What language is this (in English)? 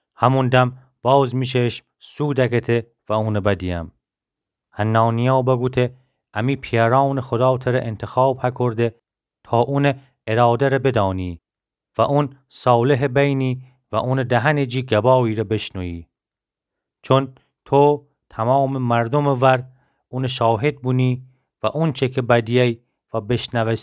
Gilaki